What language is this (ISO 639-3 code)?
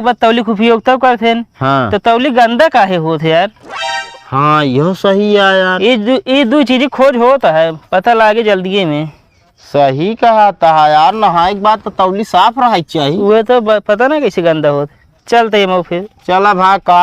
awa